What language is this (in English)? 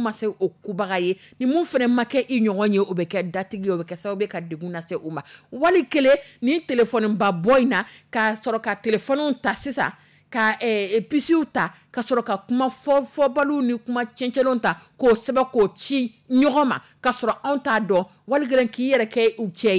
Dyula